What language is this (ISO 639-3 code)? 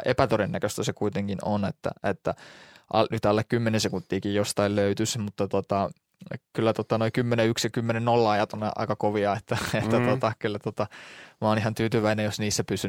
fin